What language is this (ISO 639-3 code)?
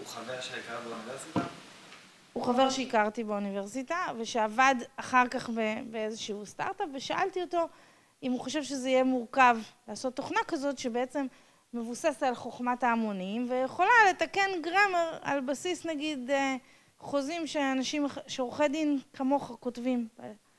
heb